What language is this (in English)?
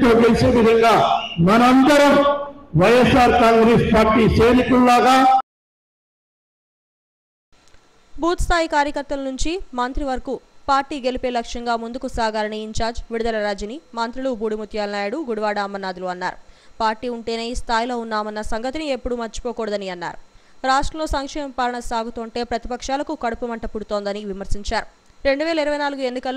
Telugu